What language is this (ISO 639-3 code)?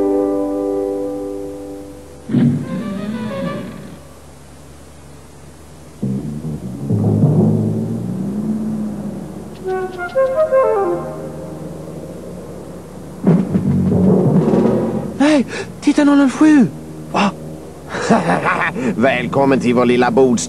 swe